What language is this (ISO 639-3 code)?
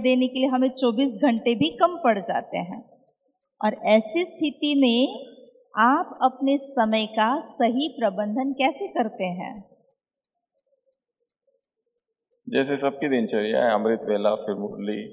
hin